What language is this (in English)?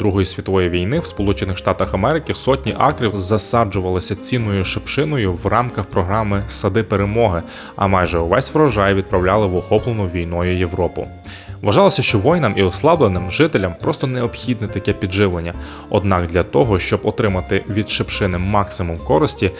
Ukrainian